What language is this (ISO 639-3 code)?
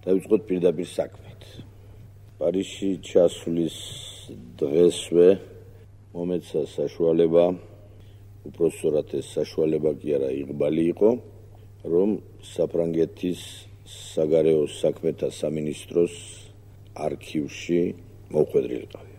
kat